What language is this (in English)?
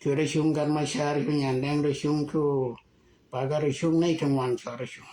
Nuer